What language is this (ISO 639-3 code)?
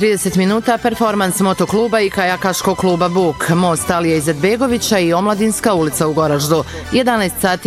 bos